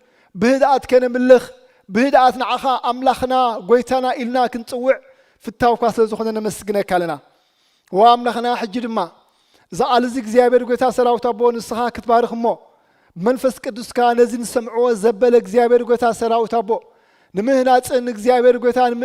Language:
Tigrinya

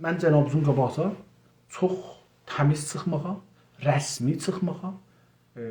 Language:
South Azerbaijani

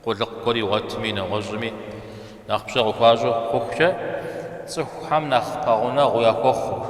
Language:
Kabardian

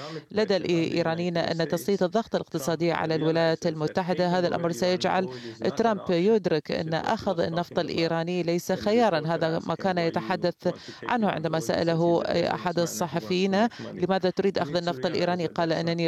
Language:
Arabic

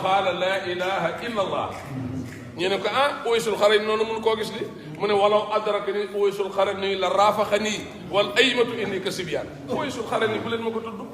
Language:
Wolof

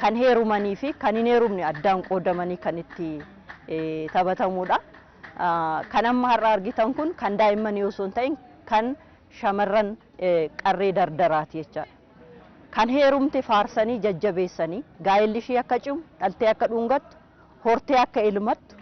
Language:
Oromo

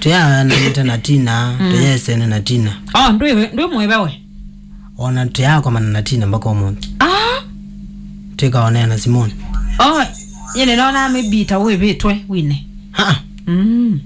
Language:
Kamba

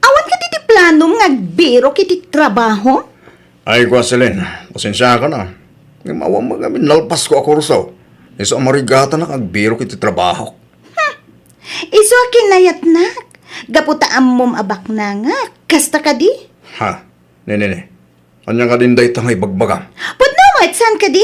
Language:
Iloko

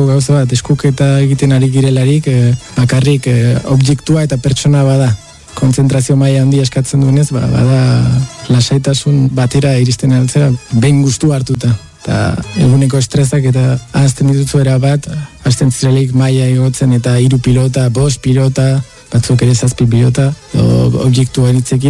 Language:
Basque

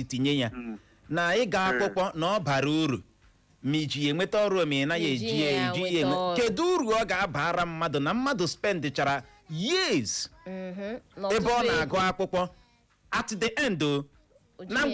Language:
Igbo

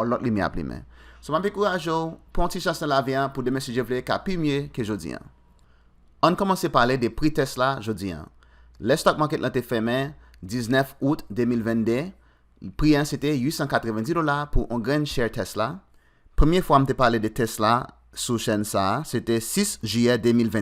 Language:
Haitian Creole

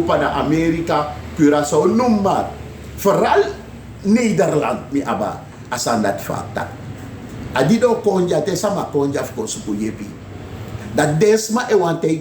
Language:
Sranan Tongo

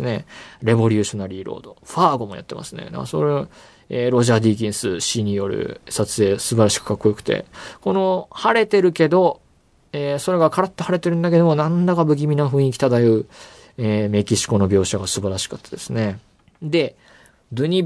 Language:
Japanese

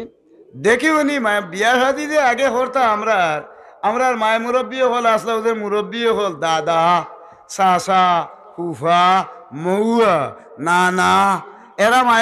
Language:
Sylheti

